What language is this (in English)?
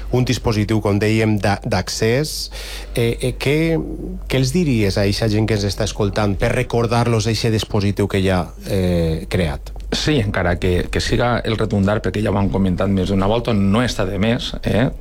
Catalan